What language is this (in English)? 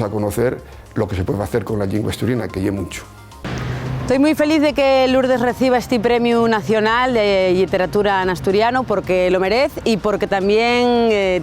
Asturian